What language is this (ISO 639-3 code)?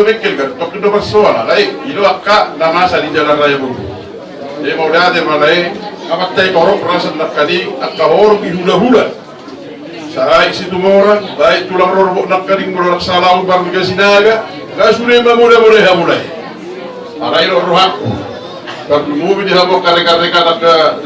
bbc